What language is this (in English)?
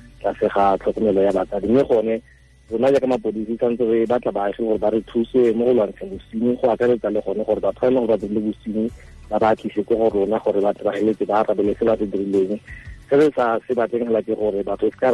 Tswana